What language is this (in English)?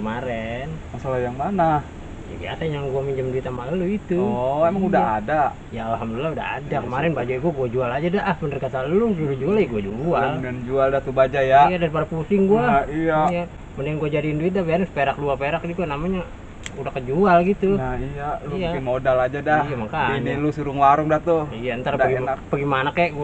Betawi